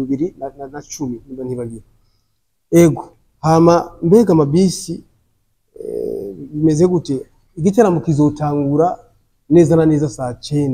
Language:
Rundi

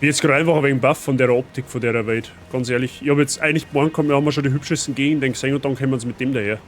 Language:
Bavarian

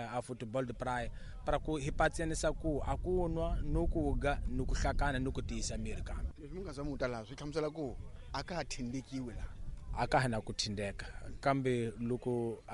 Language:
Tsonga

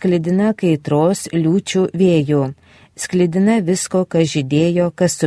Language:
Lithuanian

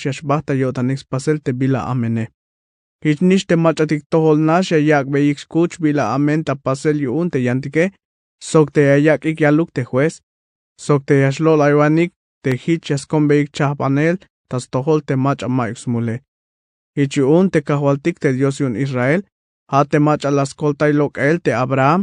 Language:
Tzeltal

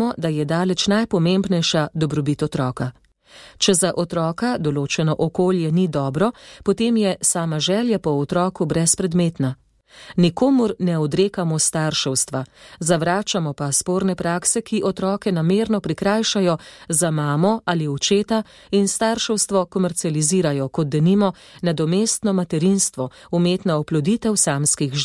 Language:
Slovenian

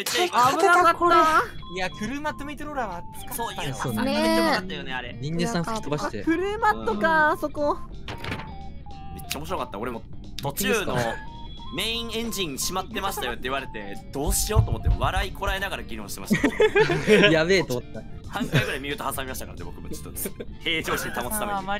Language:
Japanese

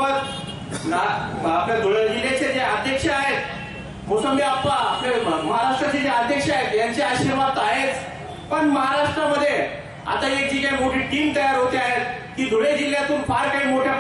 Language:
Marathi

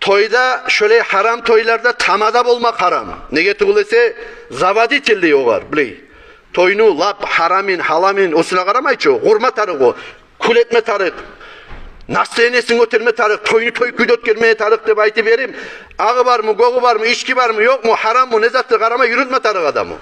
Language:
Kumyk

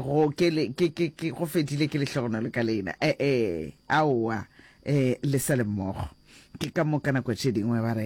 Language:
Northern Sotho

